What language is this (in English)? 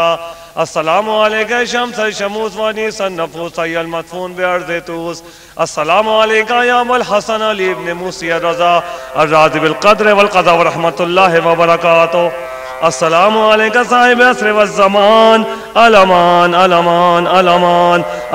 Urdu